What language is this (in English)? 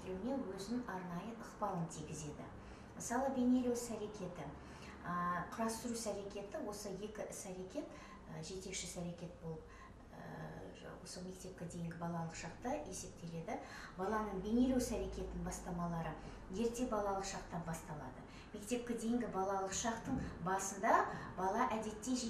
Kazakh